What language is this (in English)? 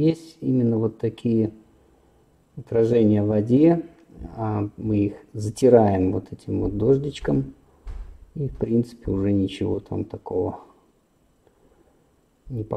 Russian